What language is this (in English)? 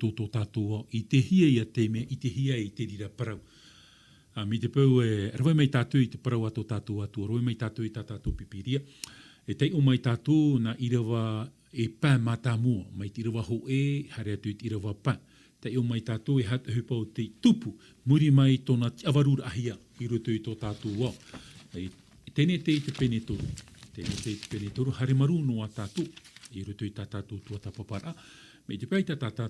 Tahitian